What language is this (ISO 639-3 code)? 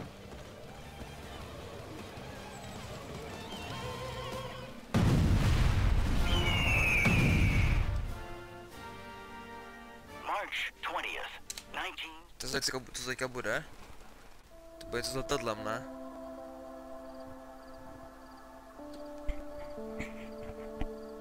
ces